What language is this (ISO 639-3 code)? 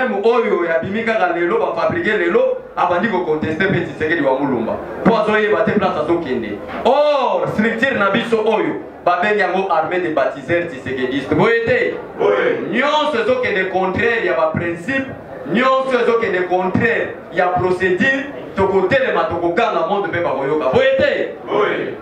lin